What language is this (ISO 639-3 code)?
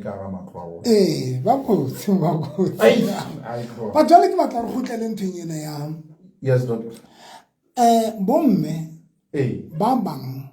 sot